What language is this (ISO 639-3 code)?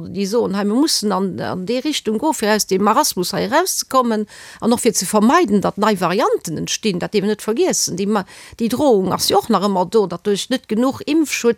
ltz